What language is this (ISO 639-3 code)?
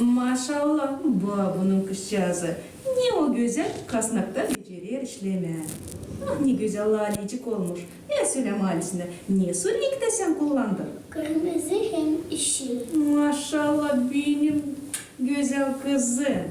gag